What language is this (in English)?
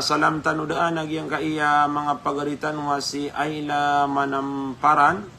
Maranao